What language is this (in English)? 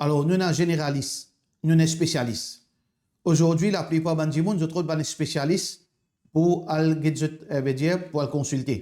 Morisyen